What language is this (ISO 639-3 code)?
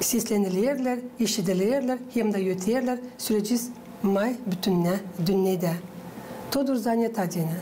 gag